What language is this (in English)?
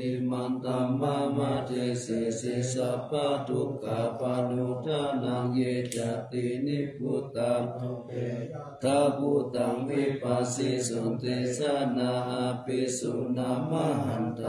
Pali